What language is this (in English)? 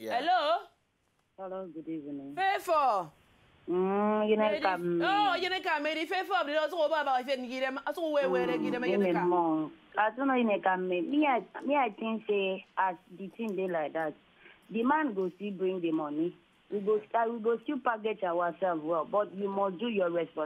Nigerian Pidgin